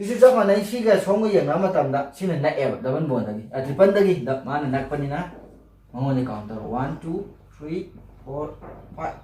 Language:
Manipuri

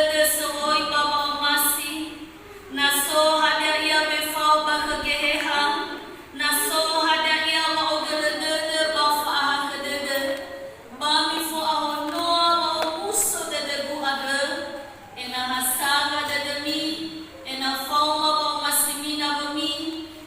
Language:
Nias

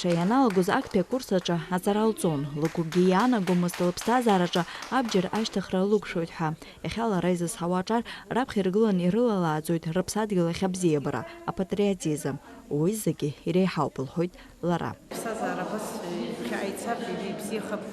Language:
Abkhazian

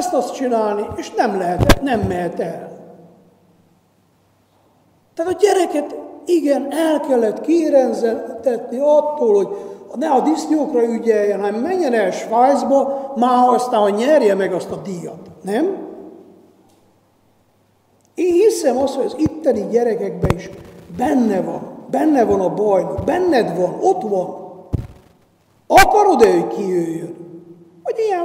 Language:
Hungarian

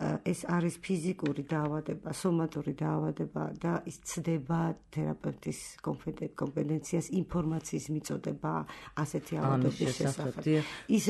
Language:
Georgian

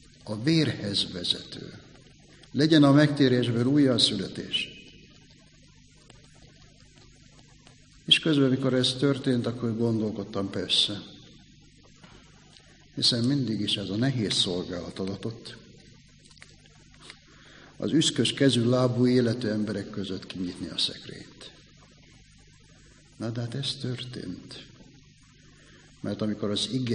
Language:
Hungarian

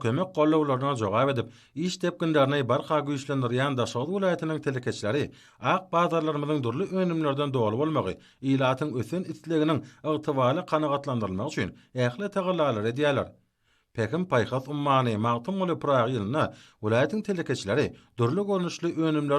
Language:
Turkmen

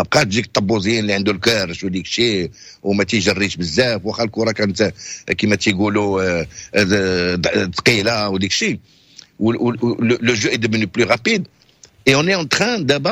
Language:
Moroccan Arabic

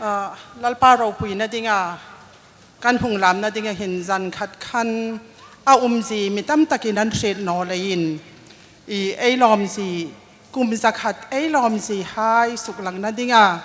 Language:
Hmar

